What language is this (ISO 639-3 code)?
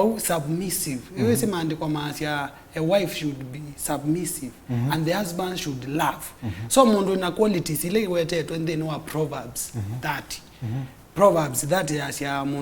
kam